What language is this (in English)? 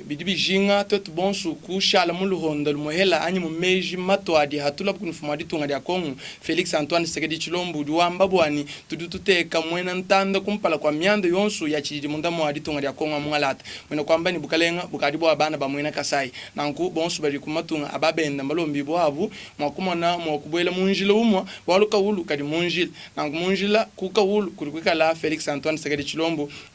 Luba-Lulua